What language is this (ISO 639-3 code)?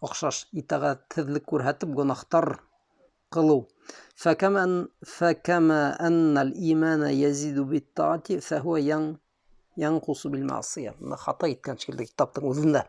bak